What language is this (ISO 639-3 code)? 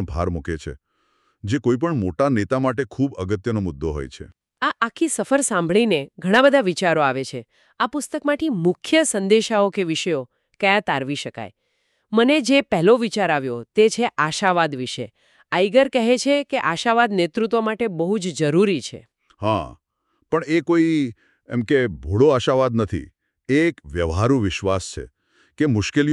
guj